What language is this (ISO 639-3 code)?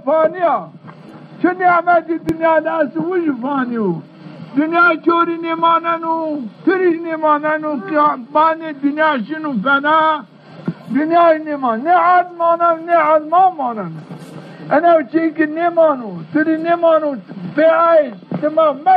zza